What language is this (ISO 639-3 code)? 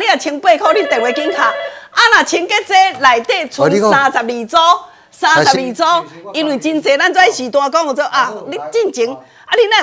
nan